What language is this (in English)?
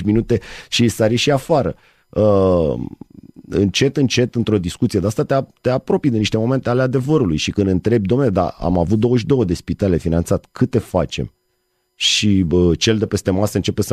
Romanian